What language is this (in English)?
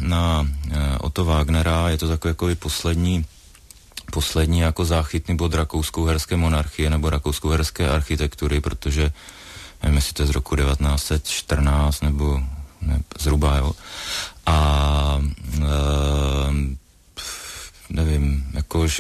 Czech